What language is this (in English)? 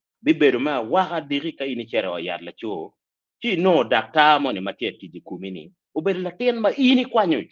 Acoli